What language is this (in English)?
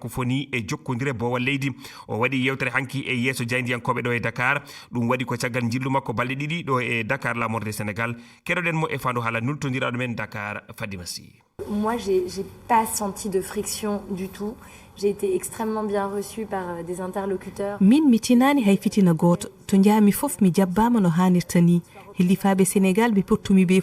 Fula